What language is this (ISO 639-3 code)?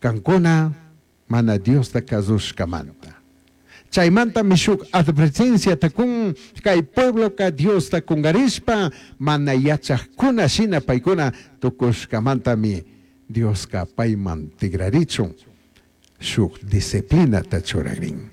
qug